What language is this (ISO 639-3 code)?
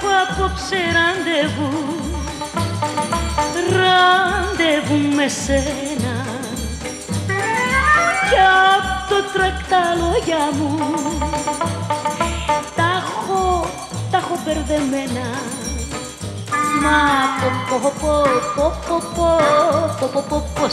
ell